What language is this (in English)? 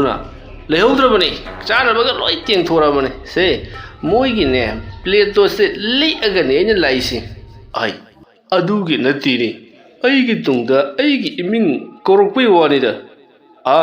Manipuri